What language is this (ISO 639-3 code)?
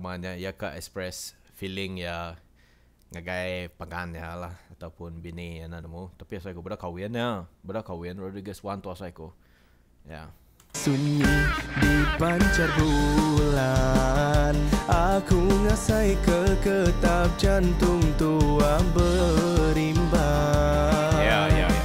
iba